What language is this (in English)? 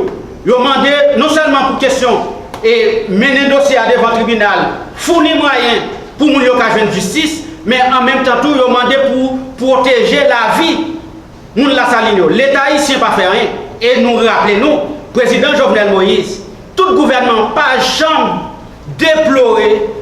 Haitian Creole